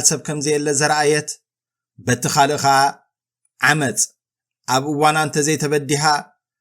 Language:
Tigrinya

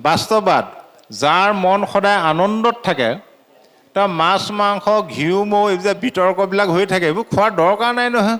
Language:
Assamese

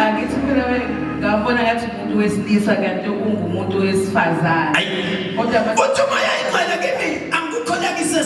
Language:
Zulu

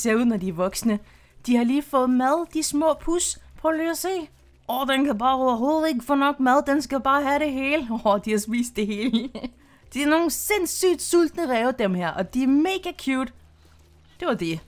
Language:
Danish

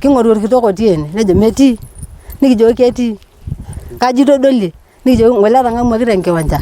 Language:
Masai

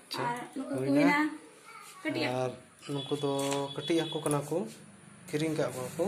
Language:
Santali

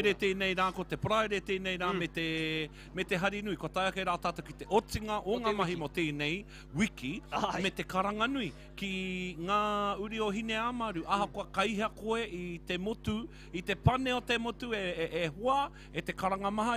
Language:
Māori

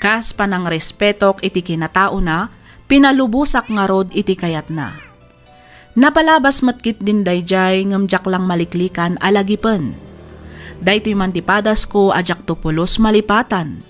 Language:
Iloko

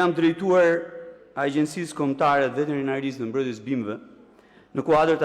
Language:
Albanian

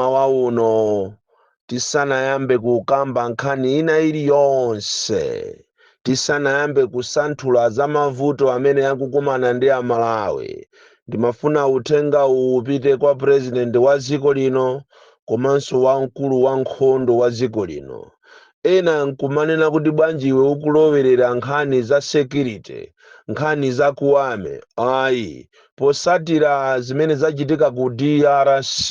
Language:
Nyanja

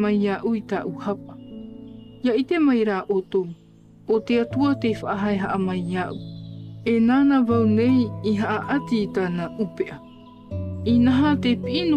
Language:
Tahitian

